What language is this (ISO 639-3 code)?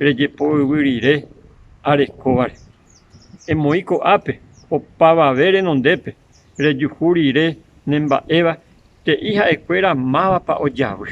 grn